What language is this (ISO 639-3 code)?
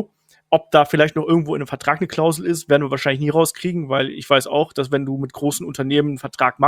deu